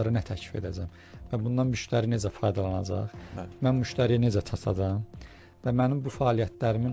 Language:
Azerbaijani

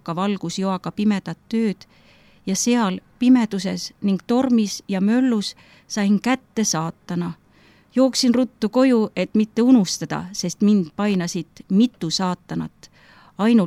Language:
Estonian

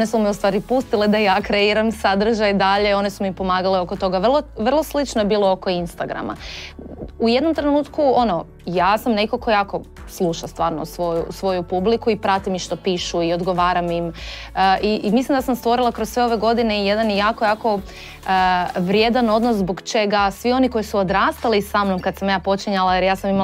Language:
Croatian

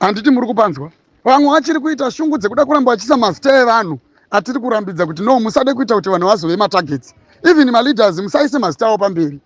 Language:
Shona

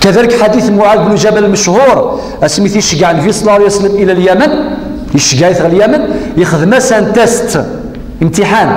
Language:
Kabyle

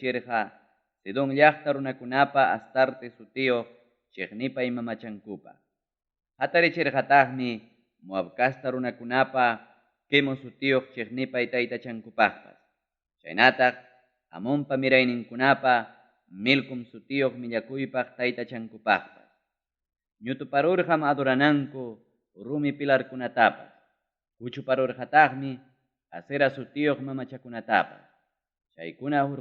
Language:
Ayacucho Quechua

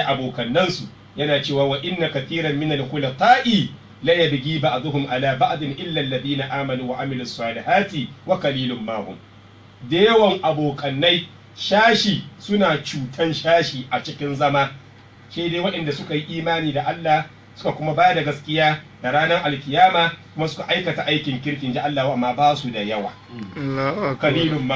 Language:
Hausa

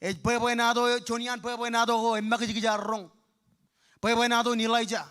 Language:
Marshallese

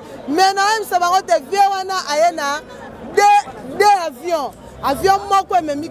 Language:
Lingala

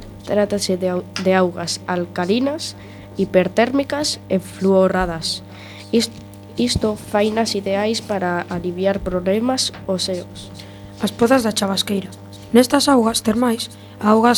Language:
Galician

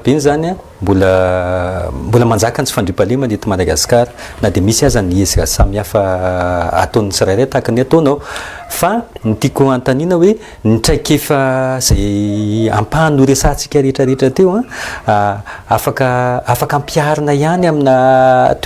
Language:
Malagasy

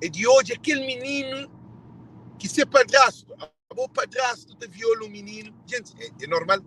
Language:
Kabuverdianu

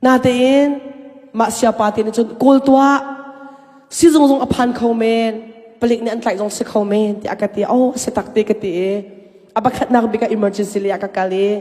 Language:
Hakha Chin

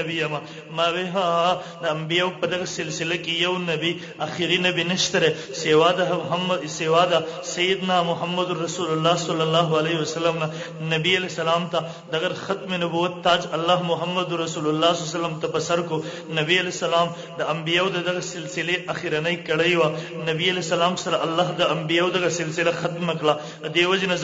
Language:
Pashto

